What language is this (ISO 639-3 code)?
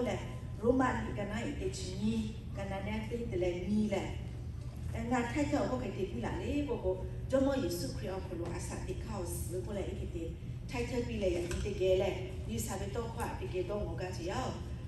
lhu